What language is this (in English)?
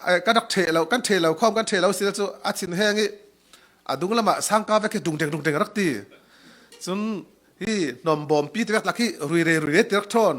Falam Chin